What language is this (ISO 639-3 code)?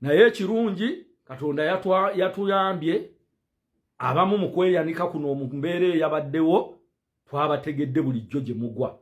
lug